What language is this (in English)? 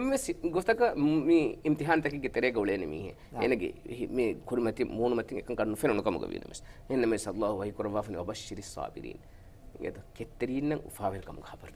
Divehi